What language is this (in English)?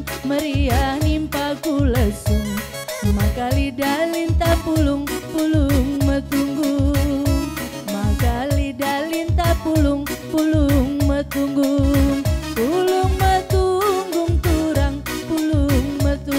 Batak Karo